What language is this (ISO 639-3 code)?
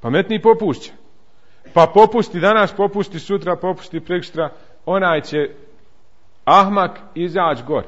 bos